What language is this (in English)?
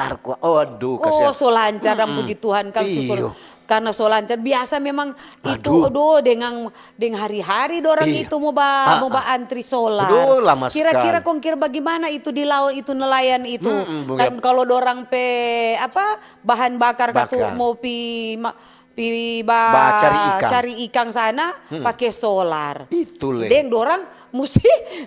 Manado Malay